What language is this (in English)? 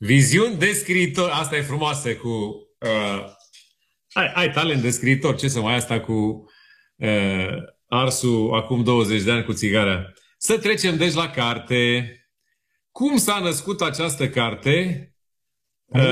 Romanian